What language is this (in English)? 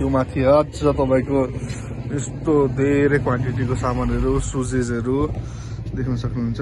Nepali